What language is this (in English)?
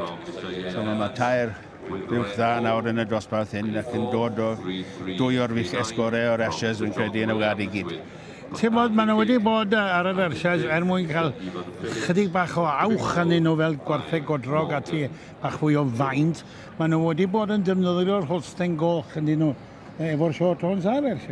Welsh